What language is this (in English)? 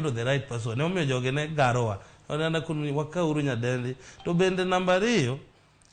Luo (Kenya and Tanzania)